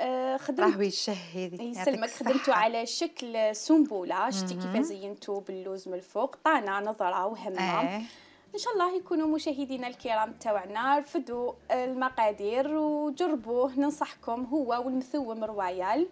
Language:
Algerian Arabic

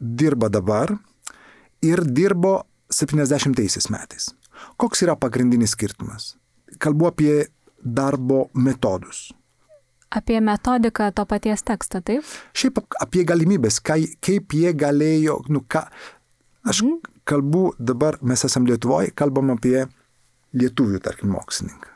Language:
Lithuanian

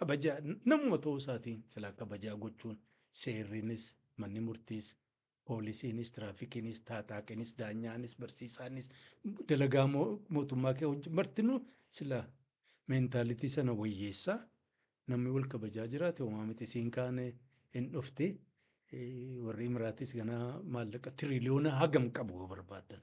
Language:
Oromo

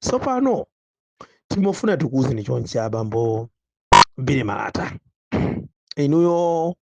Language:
Nyanja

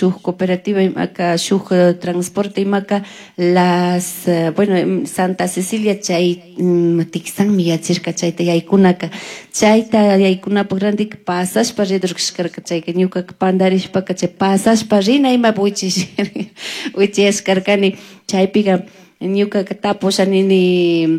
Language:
Chimborazo Highland Quichua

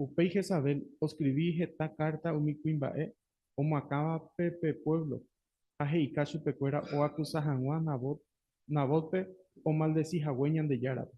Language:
Guarani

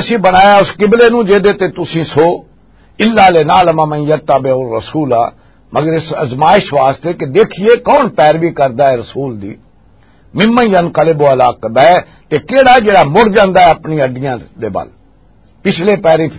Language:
Western Panjabi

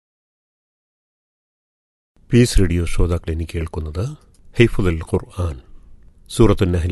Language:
Malayalam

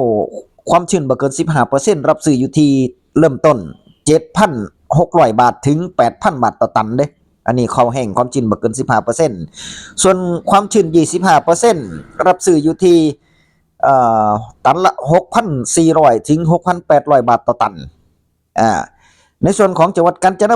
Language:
Northeastern Thai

